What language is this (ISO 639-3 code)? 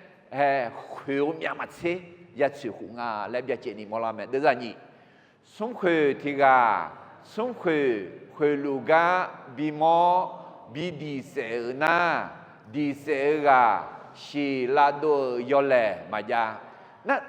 ahk